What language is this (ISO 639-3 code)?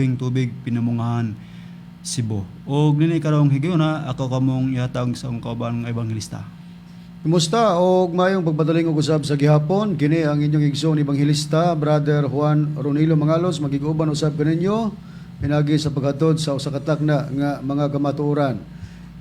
ceb